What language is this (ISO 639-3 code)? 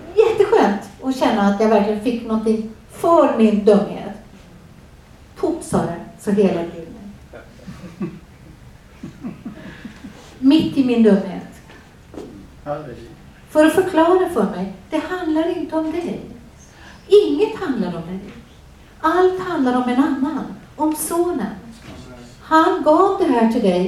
swe